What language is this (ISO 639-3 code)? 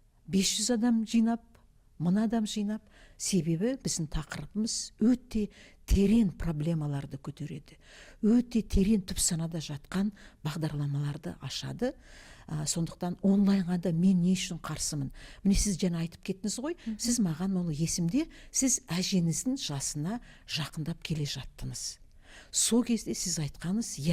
kaz